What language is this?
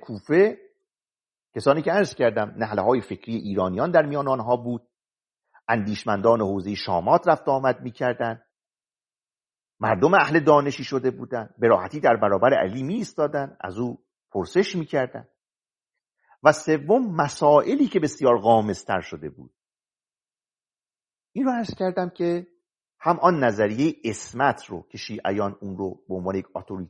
Persian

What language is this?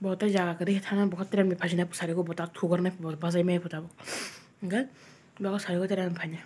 Kok Borok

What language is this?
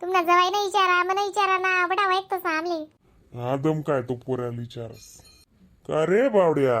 Khandesi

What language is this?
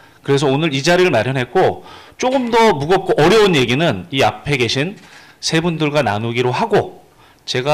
Korean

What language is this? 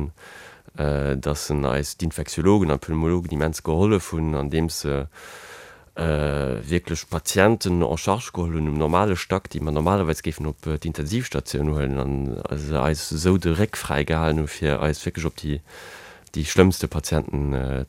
Luxembourgish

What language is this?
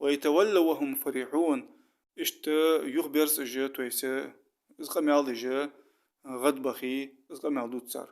Ingush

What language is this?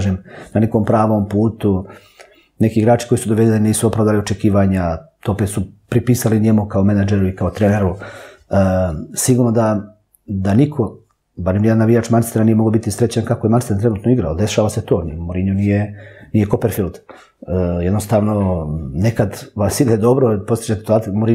Serbian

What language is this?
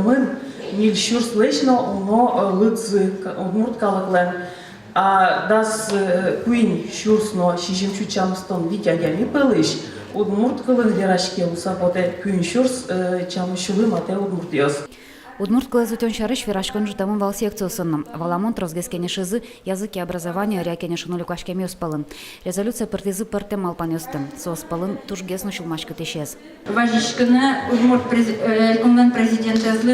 Udmurt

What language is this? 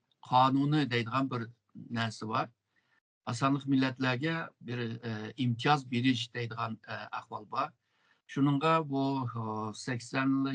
Uyghur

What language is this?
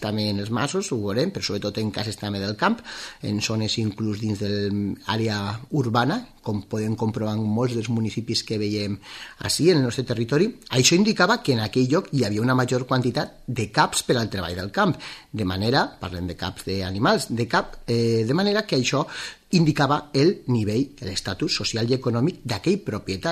Catalan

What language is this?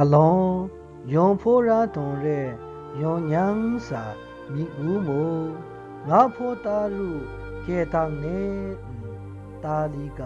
Maru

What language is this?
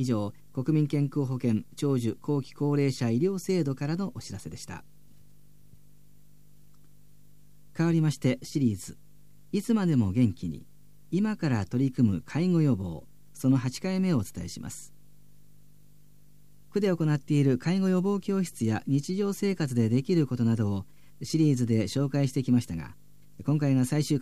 Japanese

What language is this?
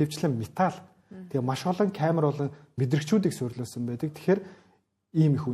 Mongolian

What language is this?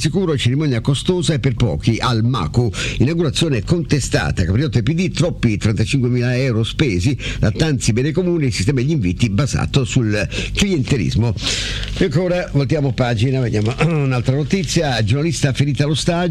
Italian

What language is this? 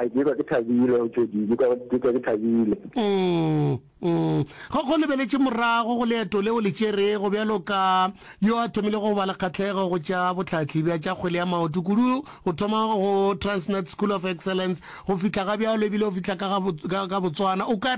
Northern Sotho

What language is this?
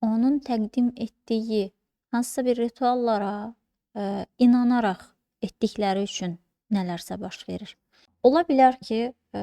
Azerbaijani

